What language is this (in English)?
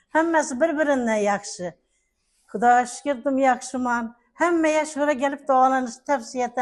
Uzbek